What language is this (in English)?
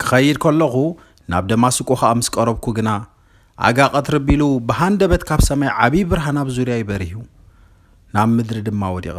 Tigrinya